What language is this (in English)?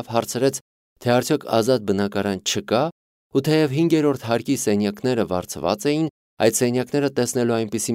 Armenian